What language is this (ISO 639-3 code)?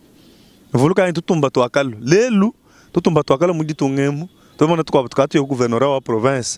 lua